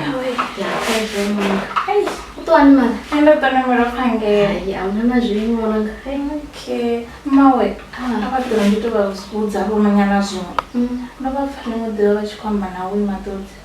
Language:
Venda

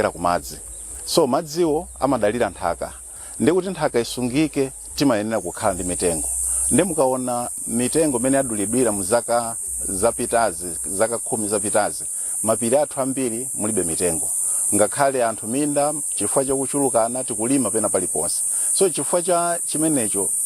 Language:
Nyanja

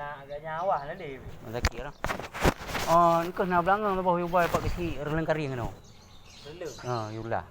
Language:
Achinese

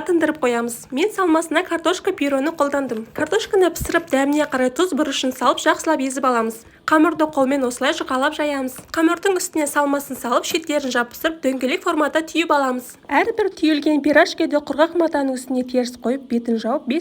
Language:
Kazakh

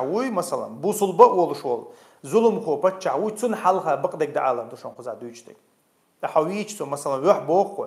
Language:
Chechen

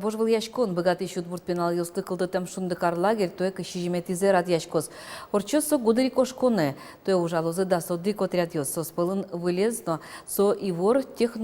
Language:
Udmurt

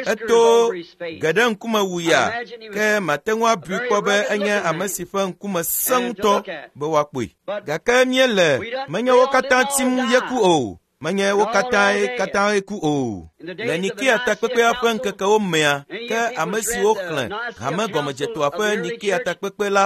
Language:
Ewe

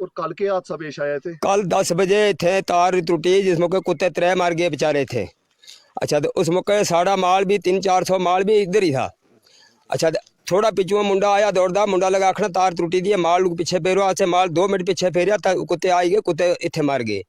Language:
Dogri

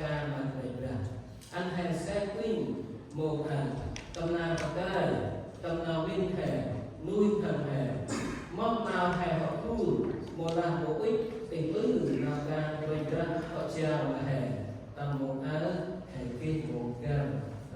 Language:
Central Mnong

